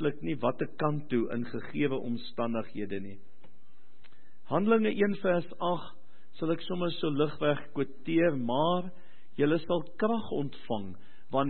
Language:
Afrikaans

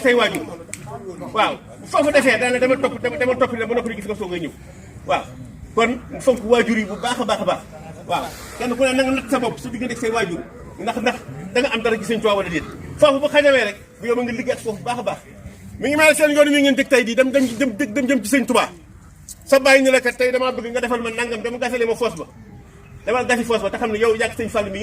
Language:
Wolof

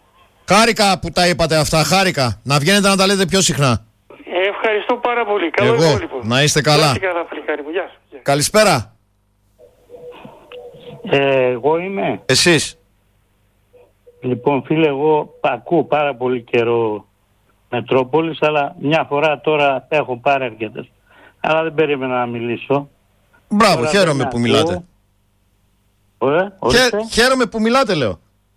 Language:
Greek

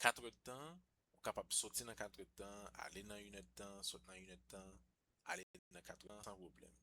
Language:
Haitian Creole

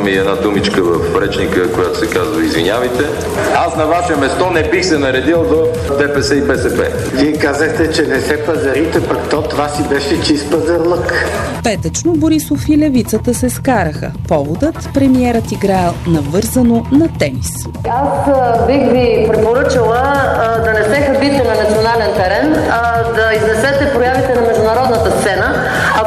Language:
Bulgarian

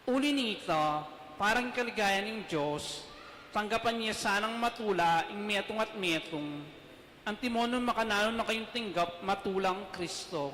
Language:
Pampanga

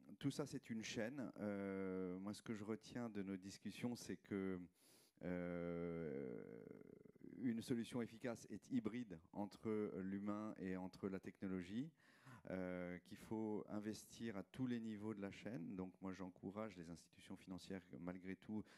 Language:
French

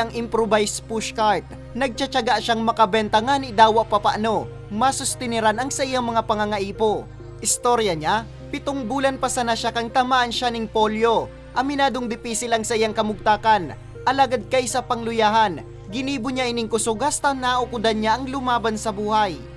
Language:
Bikol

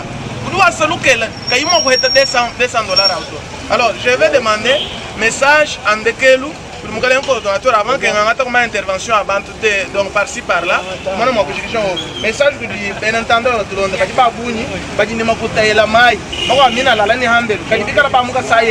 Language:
Luba-Lulua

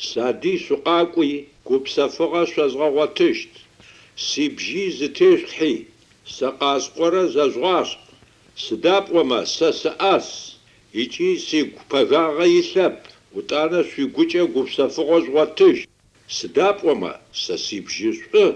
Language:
Adyghe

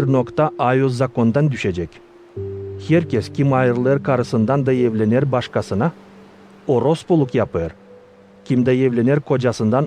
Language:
Gagauz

